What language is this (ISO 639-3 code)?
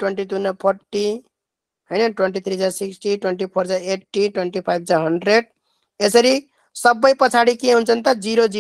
nep